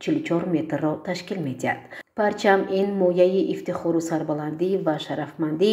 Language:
Tajik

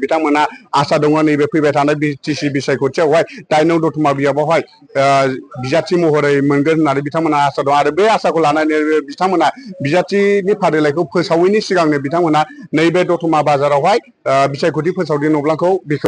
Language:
Bodo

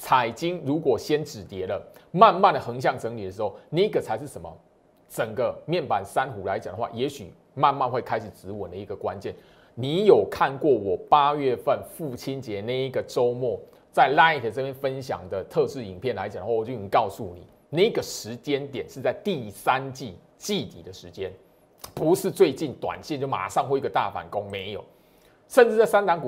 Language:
Chinese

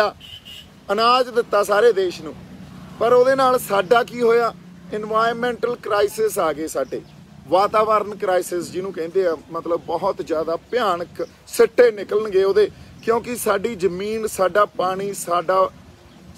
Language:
Punjabi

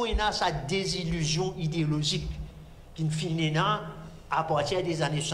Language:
Morisyen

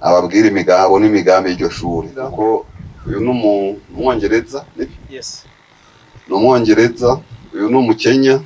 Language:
Rundi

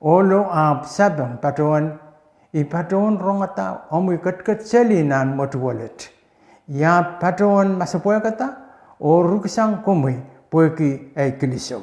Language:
Pohnpeian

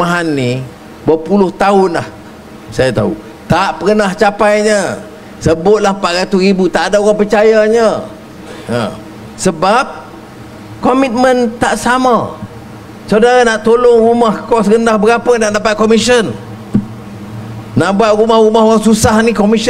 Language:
Malay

